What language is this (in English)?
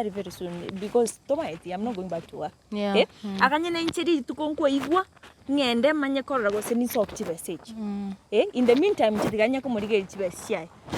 Gusii